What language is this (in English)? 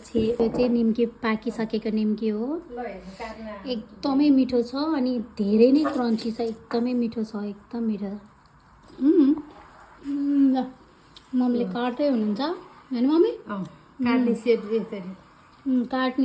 Nepali